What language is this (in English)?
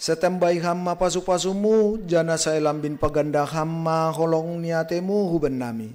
Batak Simalungun